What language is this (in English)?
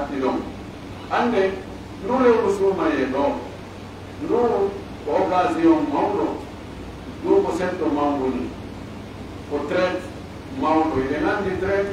Pular